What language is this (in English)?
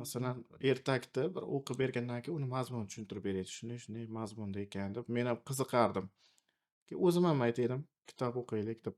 Uzbek